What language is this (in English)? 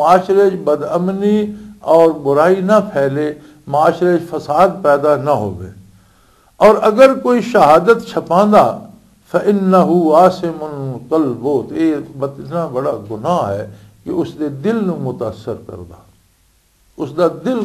Western Panjabi